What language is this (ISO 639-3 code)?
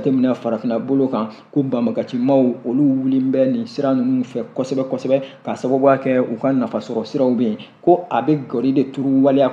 bam